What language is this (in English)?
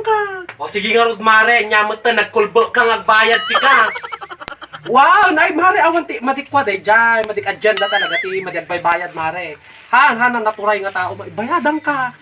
Iloko